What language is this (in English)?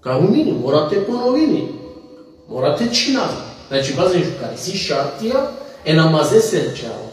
Balkan Romani